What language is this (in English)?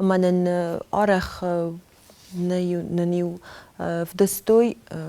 Ossetic